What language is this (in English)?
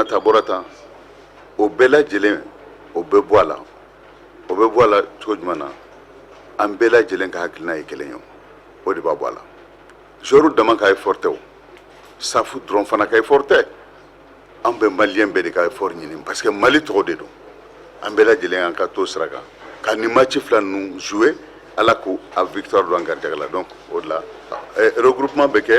Bambara